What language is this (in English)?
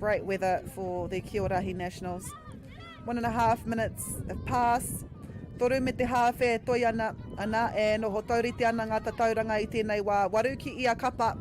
Māori